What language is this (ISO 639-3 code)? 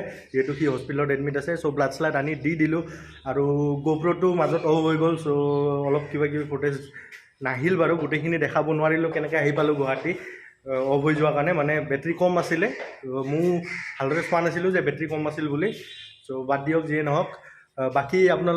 asm